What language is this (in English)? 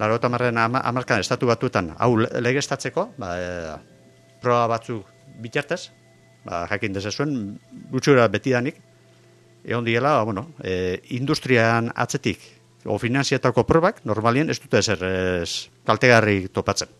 Basque